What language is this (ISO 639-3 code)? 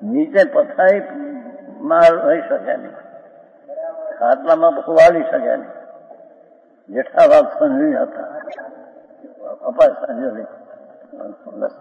guj